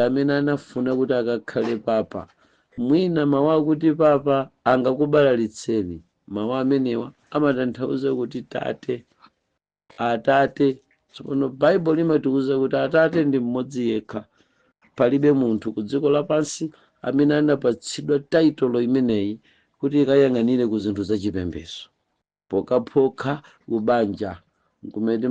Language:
Nyanja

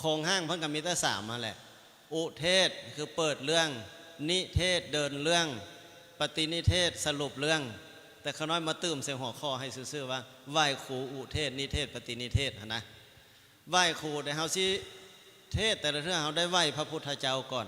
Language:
Lao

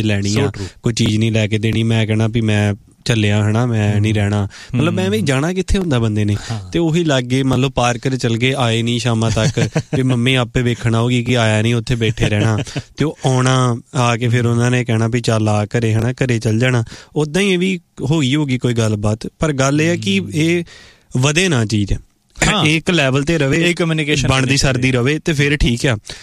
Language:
Punjabi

